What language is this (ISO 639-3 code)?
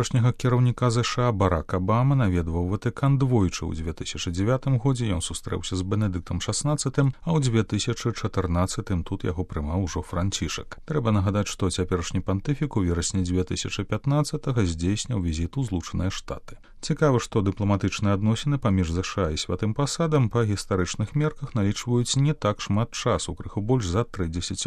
bel